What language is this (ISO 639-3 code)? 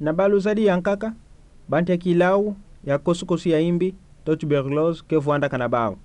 ktu